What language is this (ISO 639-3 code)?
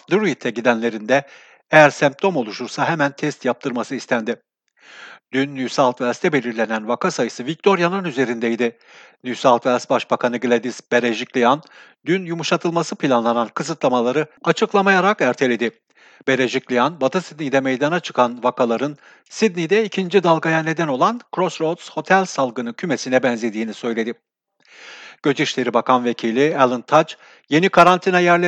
tur